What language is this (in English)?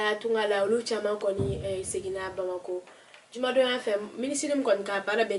Bambara